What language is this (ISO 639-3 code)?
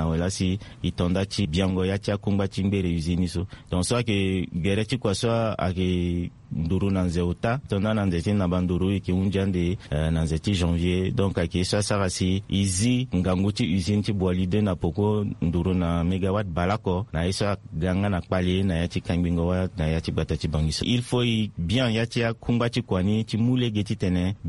sag